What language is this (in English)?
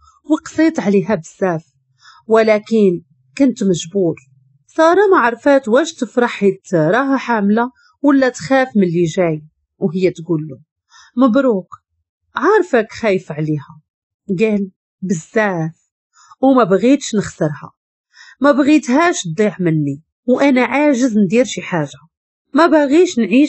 Moroccan Arabic